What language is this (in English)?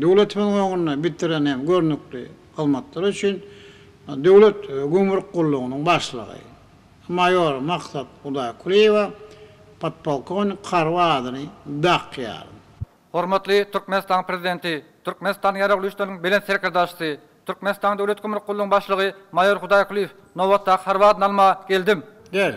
Turkmen